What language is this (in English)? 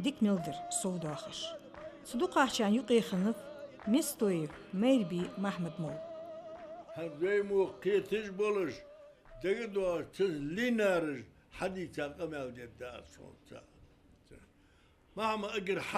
Ingush